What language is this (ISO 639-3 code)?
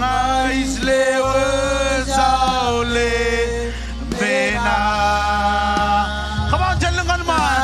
mah